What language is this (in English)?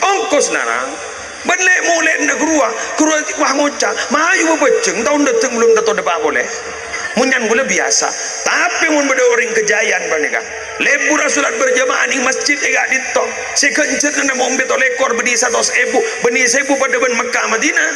Madurese